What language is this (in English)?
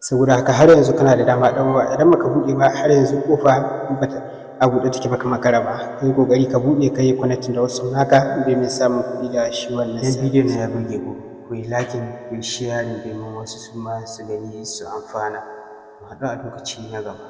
Hausa